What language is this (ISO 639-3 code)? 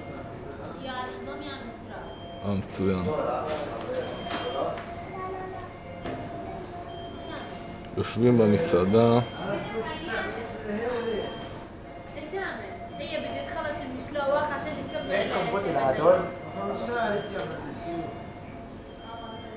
heb